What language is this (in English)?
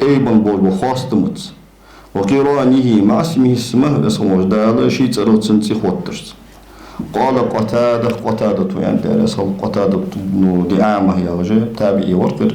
Ingush